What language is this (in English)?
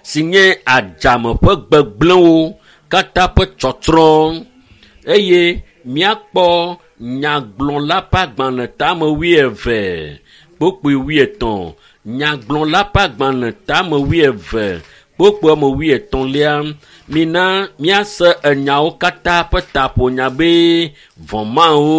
Ewe